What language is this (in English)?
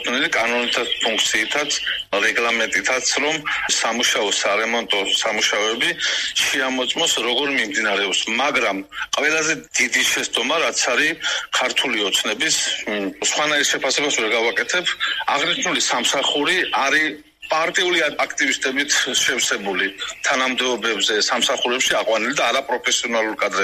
Georgian